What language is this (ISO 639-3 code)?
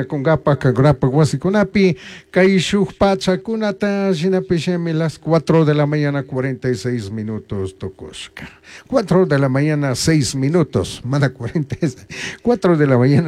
qug